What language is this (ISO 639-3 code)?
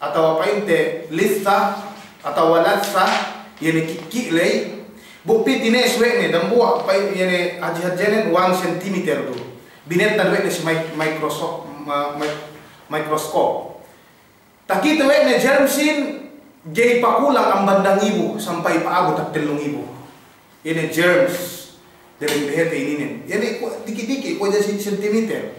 yka